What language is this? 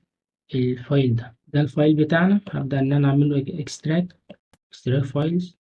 Egyptian Arabic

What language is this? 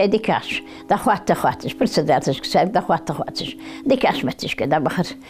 Ingush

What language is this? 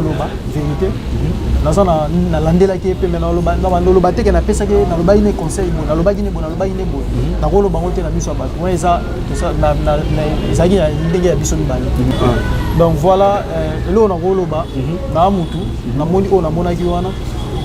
Lingala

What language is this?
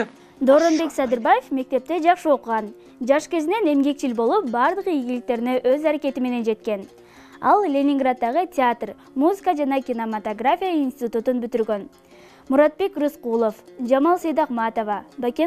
Kyrgyz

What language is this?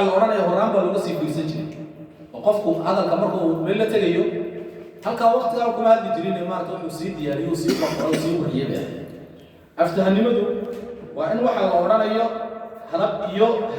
Somali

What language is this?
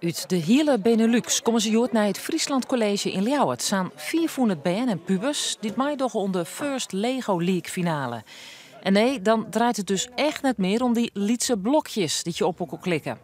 Western Frisian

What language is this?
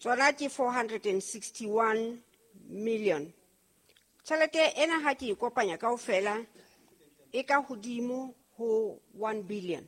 Southern Sotho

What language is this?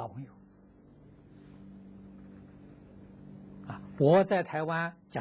Chinese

